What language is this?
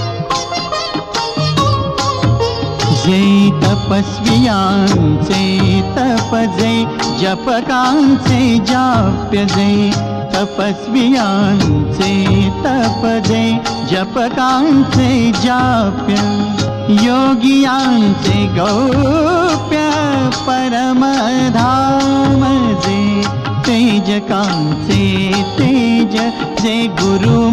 Marathi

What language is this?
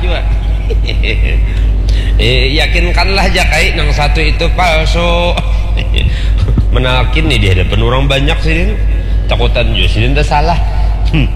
Banjar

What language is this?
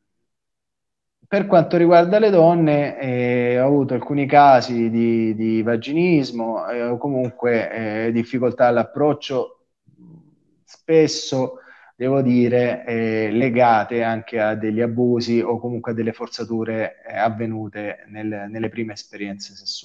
Italian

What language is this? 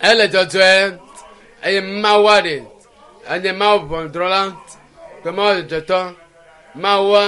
Ewe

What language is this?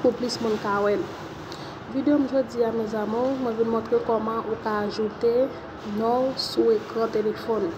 Haitian Creole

